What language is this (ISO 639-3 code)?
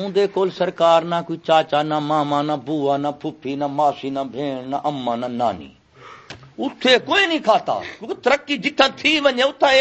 skr